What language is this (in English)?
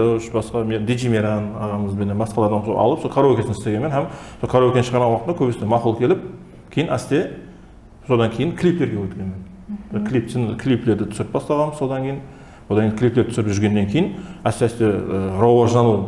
Kara-Kalpak